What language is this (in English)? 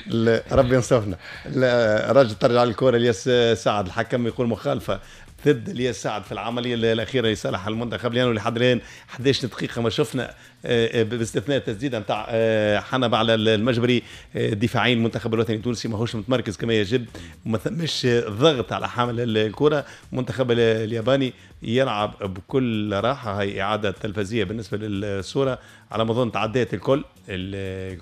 Tunisian Arabic